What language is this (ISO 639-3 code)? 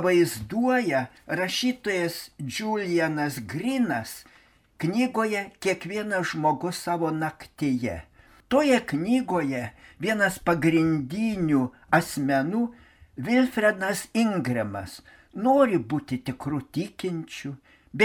lit